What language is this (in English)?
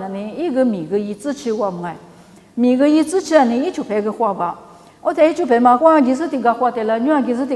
Lisu